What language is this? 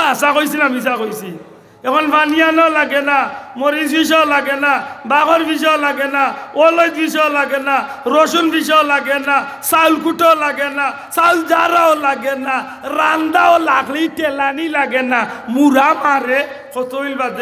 Sylheti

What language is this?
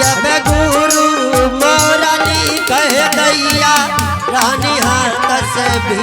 Angika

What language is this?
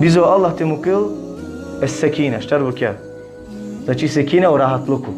Balkan Romani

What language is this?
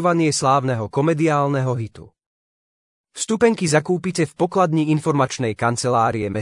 Slovak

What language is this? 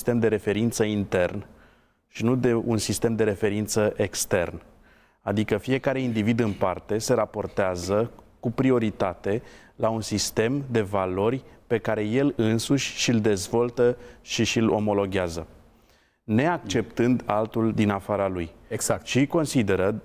Romanian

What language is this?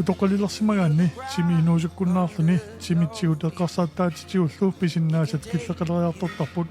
Kalaallisut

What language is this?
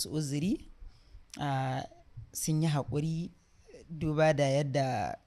Hausa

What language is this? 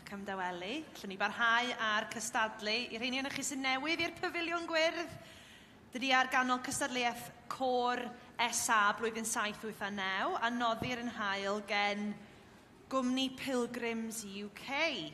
Welsh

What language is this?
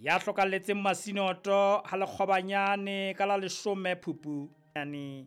Southern Sotho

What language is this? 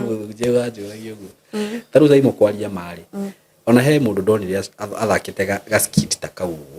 Kikuyu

